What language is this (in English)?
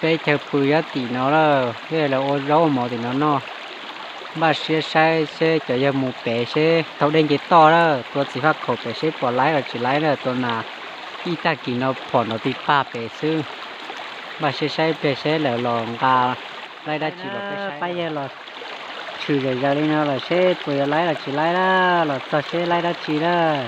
Hmong